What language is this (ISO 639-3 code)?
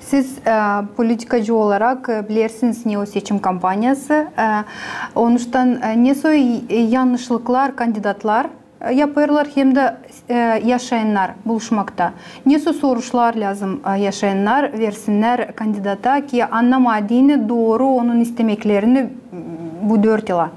gag